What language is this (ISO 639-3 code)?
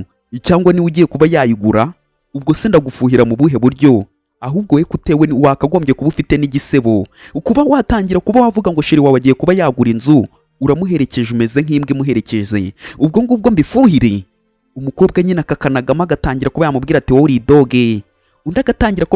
kin